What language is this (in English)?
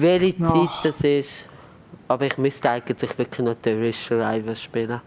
Swiss German